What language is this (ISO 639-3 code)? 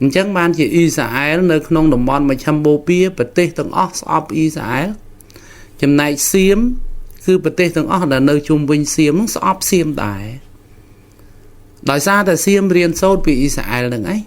khm